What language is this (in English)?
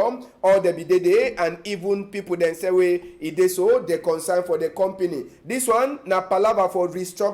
Cameroon Pidgin